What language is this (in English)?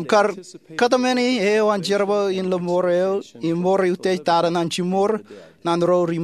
Marshallese